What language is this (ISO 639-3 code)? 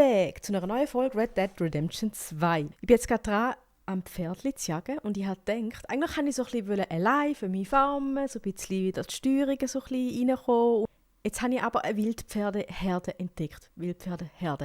gsw